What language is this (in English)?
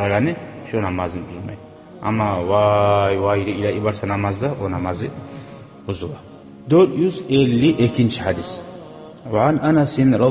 Kumyk